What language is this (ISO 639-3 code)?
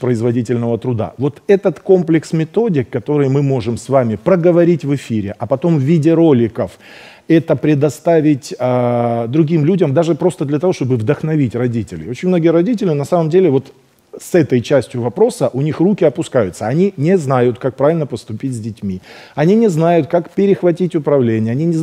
rus